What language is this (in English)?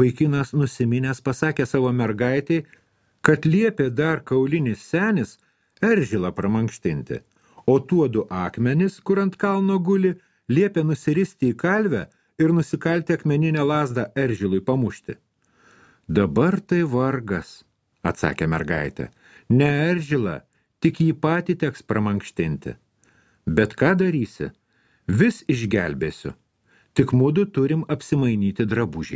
Lithuanian